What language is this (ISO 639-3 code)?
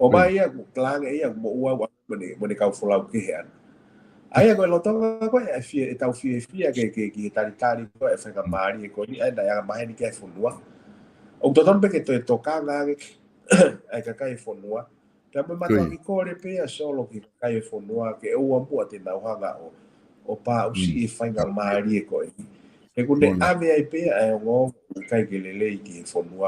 ton